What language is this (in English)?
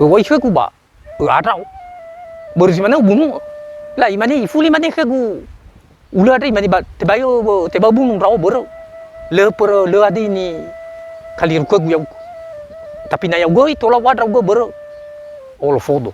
Nias